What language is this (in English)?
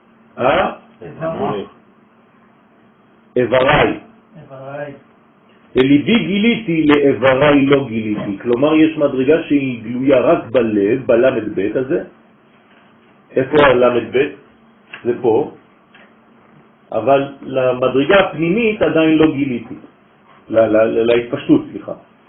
Hebrew